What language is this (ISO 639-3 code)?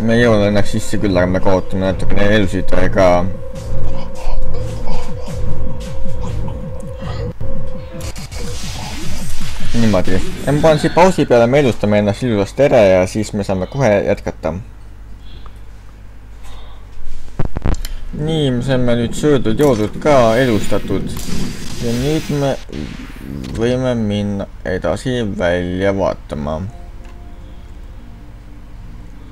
est